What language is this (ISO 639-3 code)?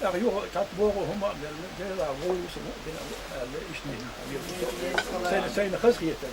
che